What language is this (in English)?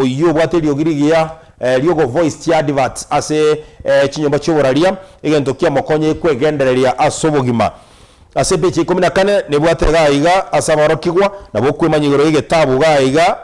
Gusii